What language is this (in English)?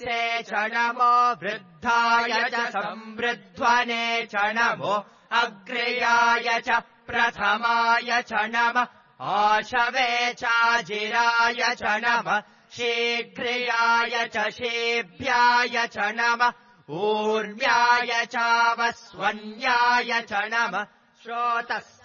Sanskrit